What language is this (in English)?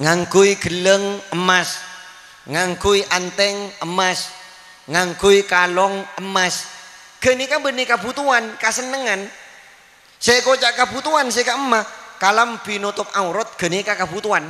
Madurese